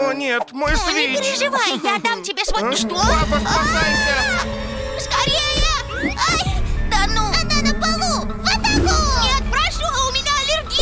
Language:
Russian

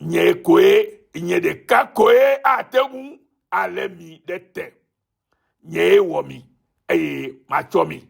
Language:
Ewe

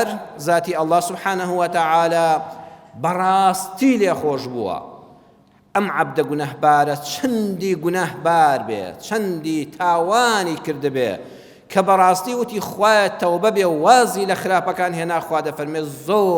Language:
Central Kurdish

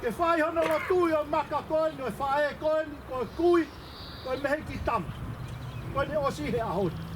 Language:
Tongan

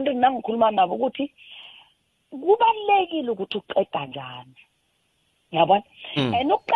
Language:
South Ndebele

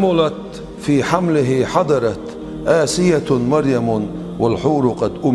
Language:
Chechen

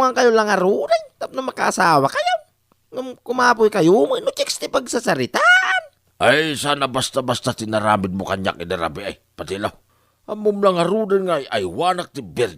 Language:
Iloko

